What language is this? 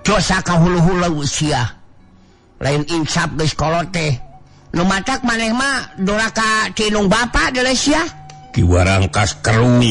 Sundanese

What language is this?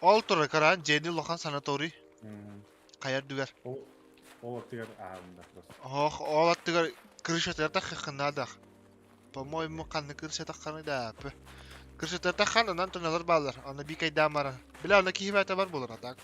Yakut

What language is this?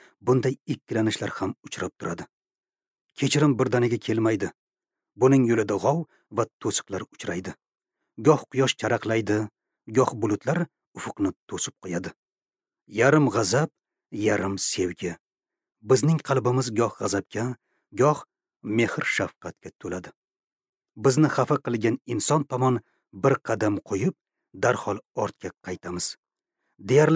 Uzbek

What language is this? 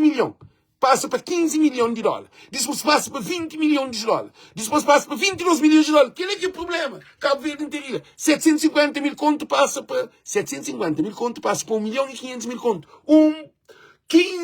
Kabuverdianu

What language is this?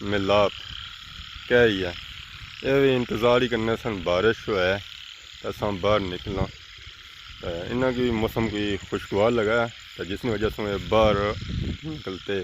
Pahari-Potwari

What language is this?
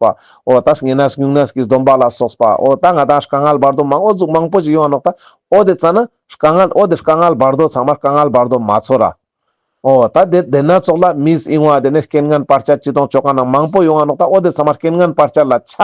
Ladakhi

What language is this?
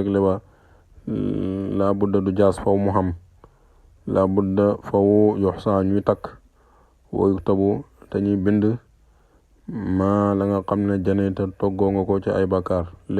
Wolof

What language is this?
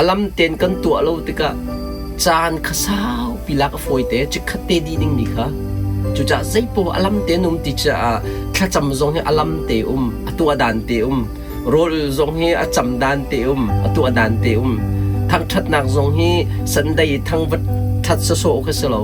Hakha Chin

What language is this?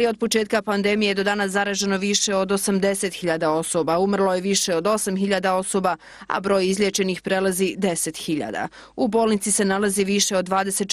Bosnian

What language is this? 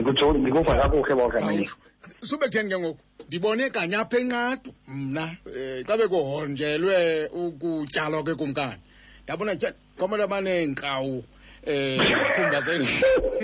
Xhosa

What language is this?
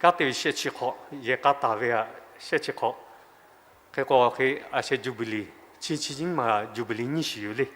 Lahu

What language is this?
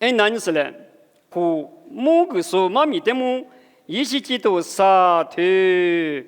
Lisu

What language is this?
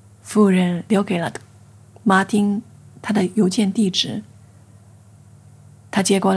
Chinese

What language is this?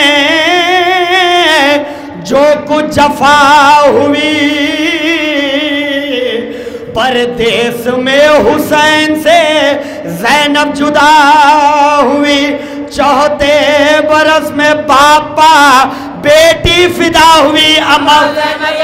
Urdu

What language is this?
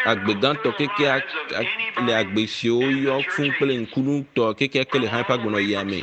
Ewe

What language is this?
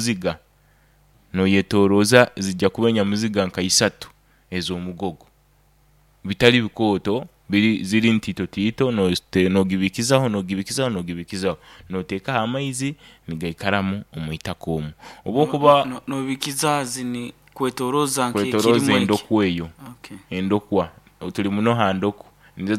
Nyoro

